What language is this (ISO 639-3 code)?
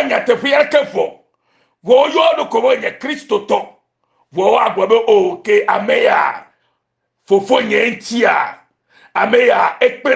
ewe